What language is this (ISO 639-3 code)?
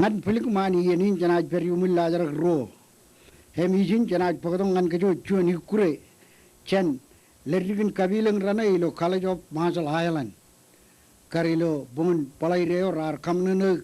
mah